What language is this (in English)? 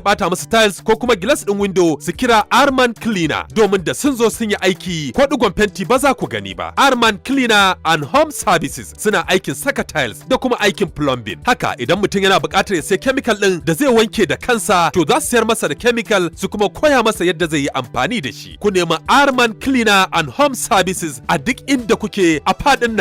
Hausa